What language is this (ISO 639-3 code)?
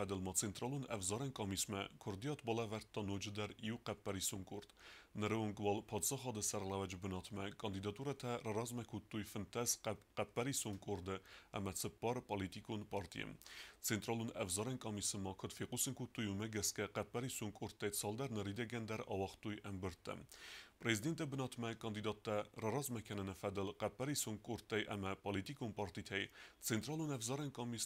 oss